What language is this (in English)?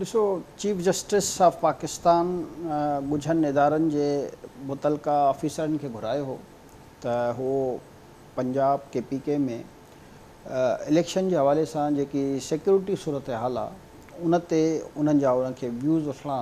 Sindhi